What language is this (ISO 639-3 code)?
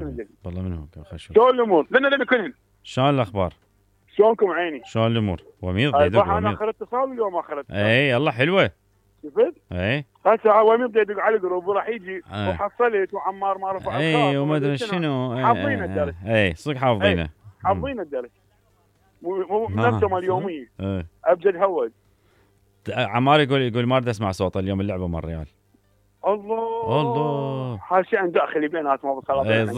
acm